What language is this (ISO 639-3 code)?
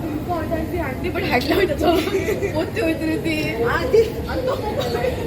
kok